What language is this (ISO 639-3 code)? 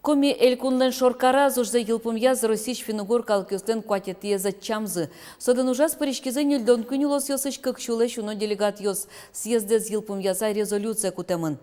udm